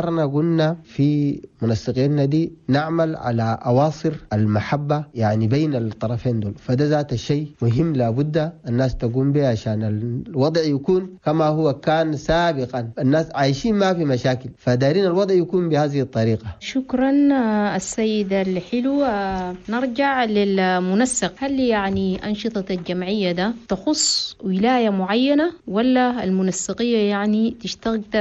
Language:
Chadian Arabic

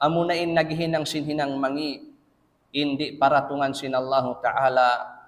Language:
Tausug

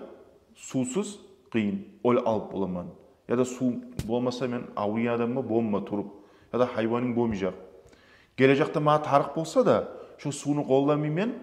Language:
Kumyk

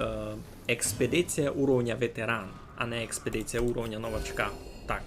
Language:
Rusyn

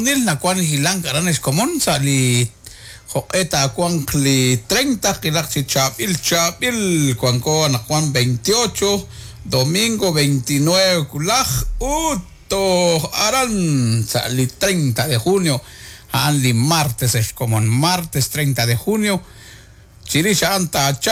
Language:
Kekchí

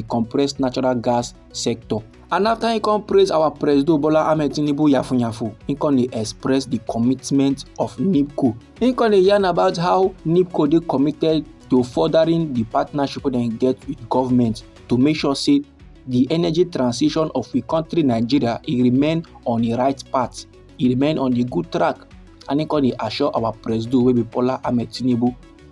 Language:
Nigerian Pidgin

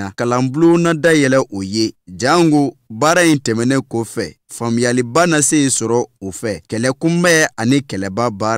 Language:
Bambara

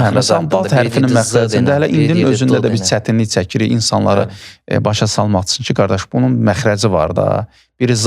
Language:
Azerbaijani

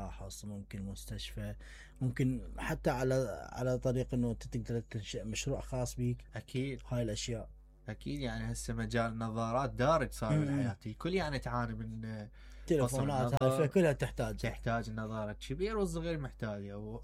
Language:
Mesopotamian Arabic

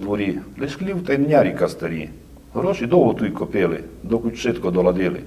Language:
Rusyn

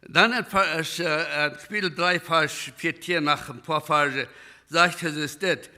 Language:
Plautdietsch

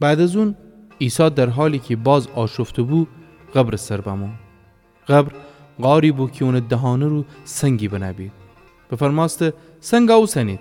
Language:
Gilaki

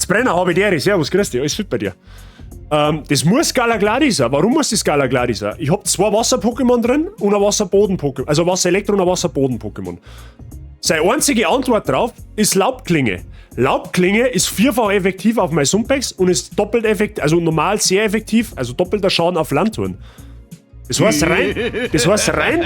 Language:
Bavarian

